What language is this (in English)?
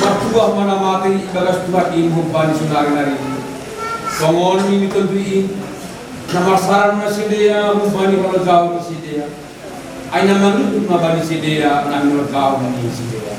Batak Simalungun